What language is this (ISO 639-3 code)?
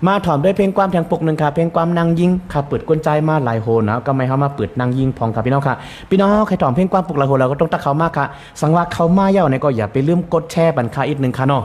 shn